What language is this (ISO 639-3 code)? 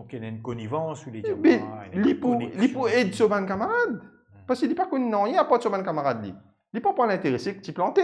mfe